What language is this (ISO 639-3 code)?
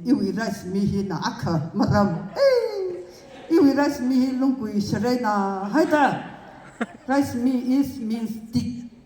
nmf